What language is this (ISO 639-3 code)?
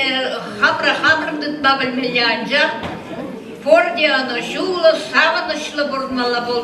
chv